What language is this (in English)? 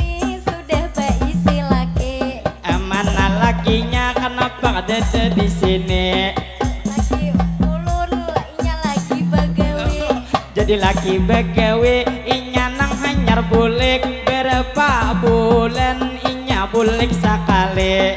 Banjar